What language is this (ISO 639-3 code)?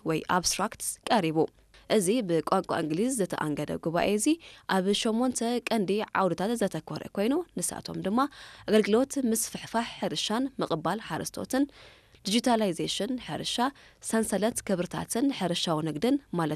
tir